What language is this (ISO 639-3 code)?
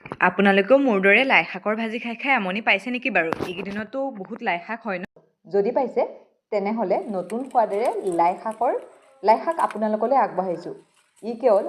asm